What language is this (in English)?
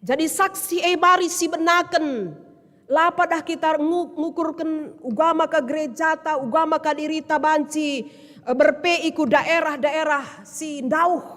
Batak Karo